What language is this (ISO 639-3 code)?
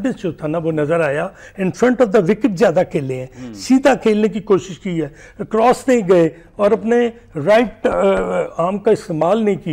urd